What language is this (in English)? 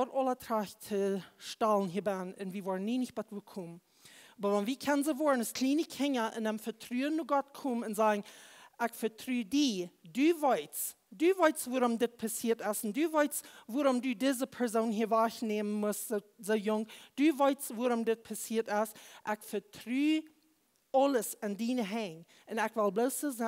Plautdietsch